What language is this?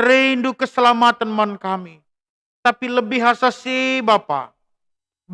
Batak Karo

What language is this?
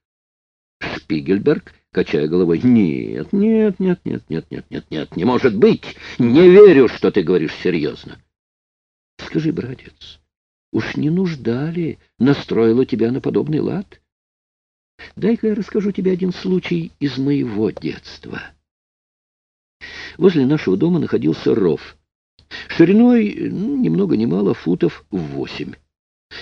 Russian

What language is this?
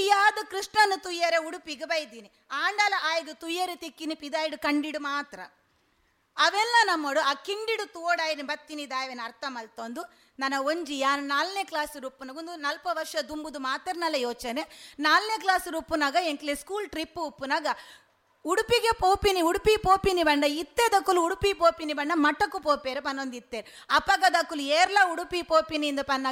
Tulu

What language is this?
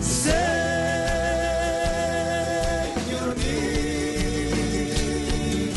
South Bolivian Quechua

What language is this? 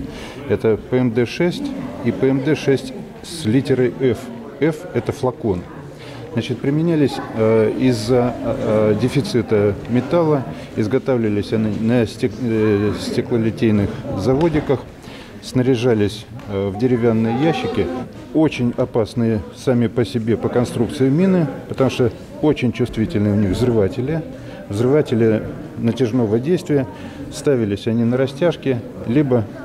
Russian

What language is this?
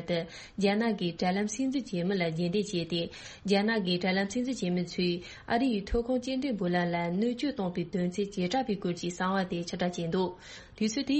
Tibetan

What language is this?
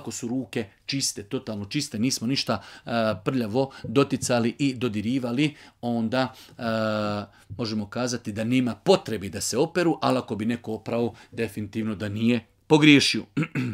Bosnian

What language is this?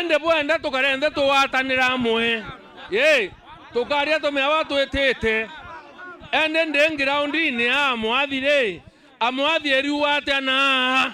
Meru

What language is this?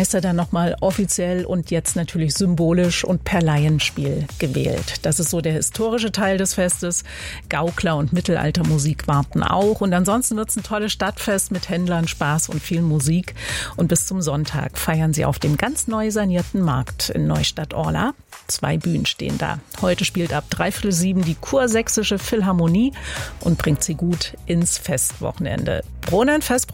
German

